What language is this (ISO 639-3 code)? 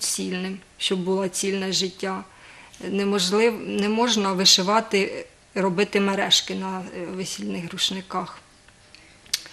ukr